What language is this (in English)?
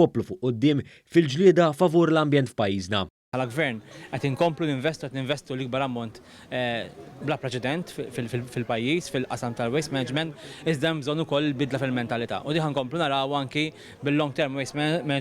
Maltese